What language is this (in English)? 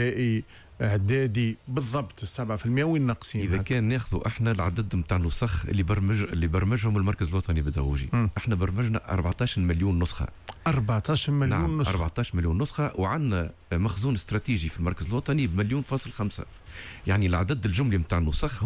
Tunisian Arabic